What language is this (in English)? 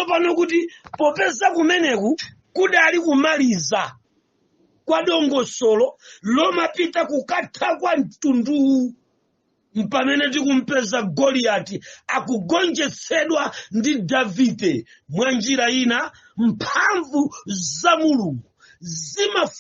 Nyanja